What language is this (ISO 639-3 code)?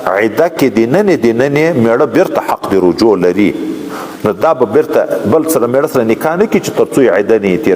pus